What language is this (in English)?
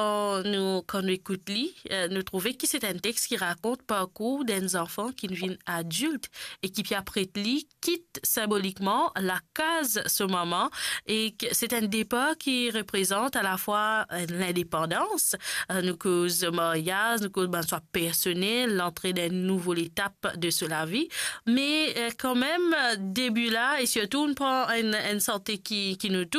Morisyen